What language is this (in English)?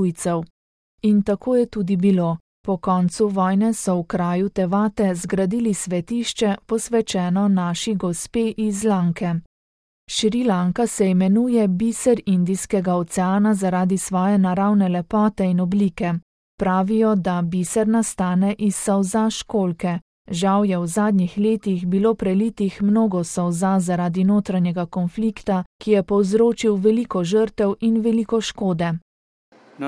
Slovenian